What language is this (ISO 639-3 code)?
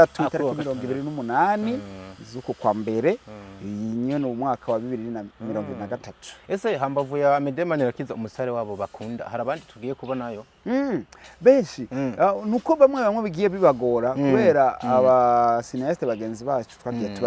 run